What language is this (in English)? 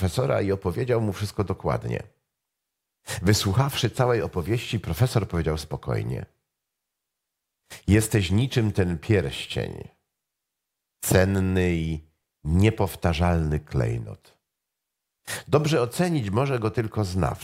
Polish